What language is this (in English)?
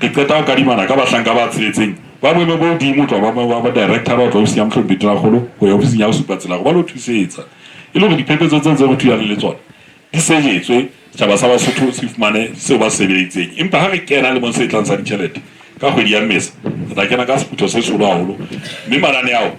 Southern Sotho